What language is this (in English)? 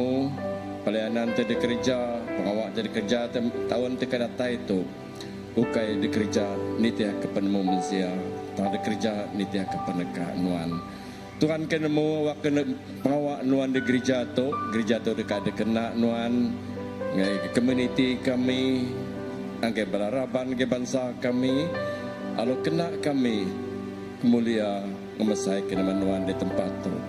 Iban